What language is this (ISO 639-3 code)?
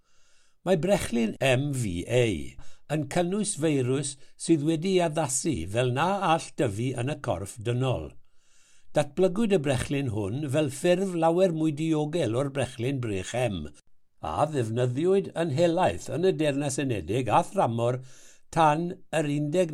cym